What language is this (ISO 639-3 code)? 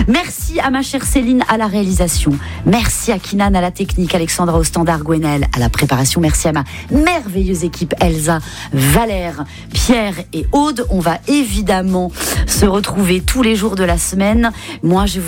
fra